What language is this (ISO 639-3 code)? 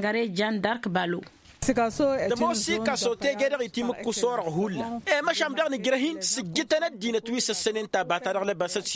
taq